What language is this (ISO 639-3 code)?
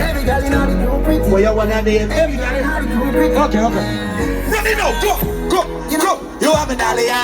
jam